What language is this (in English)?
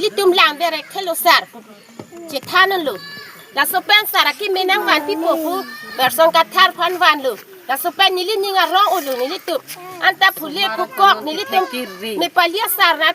Karbi